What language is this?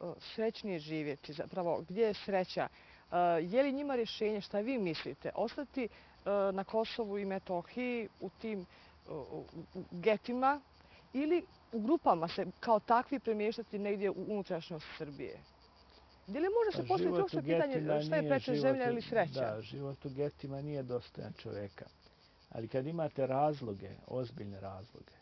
Bosnian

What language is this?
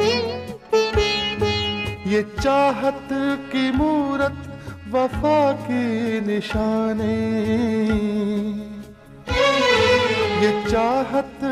Hindi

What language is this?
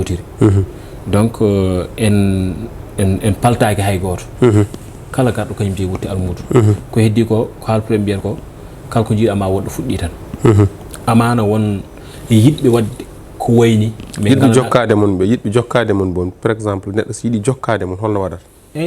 Fula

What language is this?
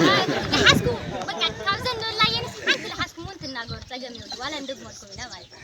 Tigrinya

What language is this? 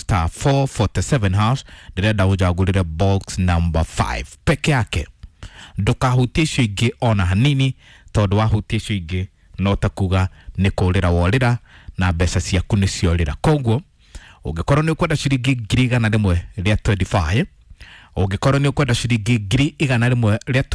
Kikuyu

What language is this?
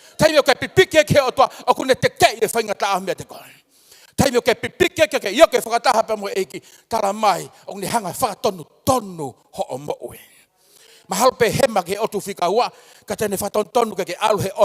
Tongan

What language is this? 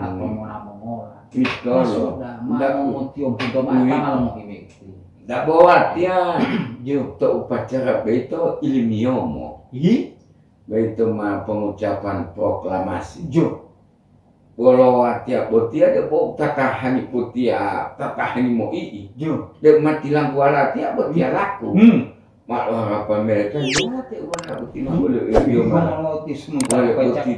Gorontalo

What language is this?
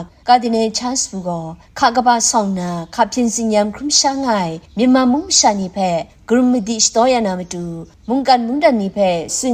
Kachin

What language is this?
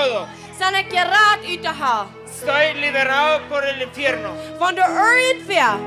Plautdietsch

